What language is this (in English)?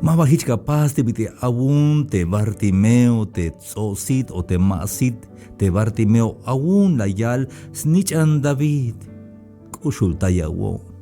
Tzeltal